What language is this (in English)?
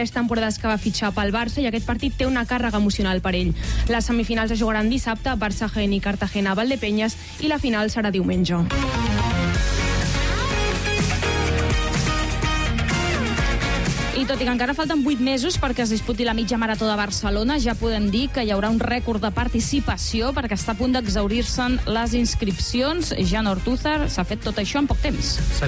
Catalan